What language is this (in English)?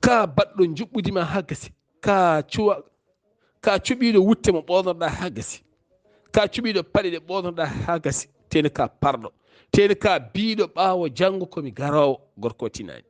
Fula